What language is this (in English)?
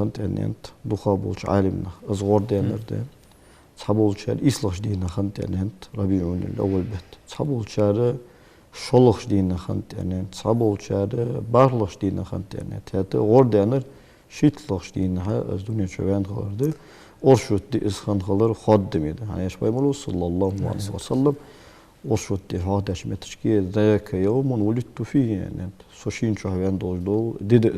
Ingush